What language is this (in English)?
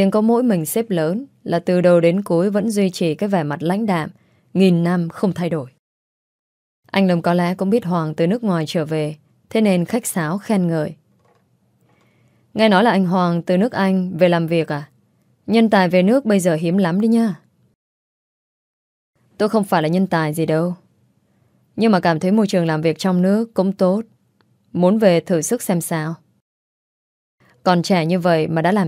Vietnamese